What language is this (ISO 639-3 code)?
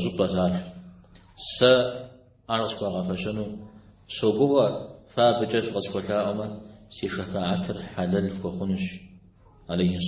kbd